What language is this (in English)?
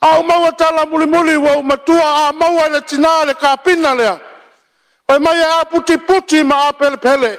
Samoan